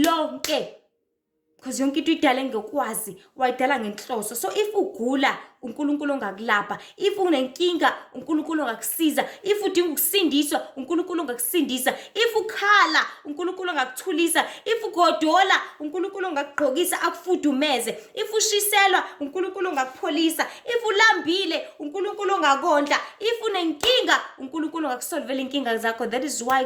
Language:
Zulu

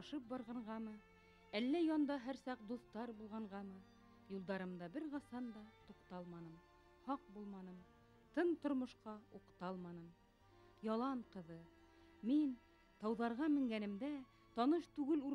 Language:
Bashkir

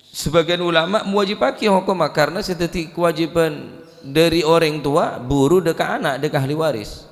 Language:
Madurese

